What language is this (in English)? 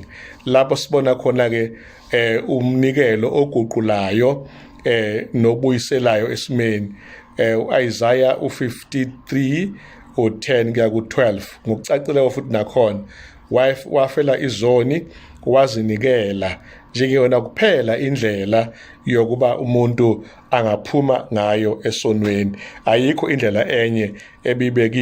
Zulu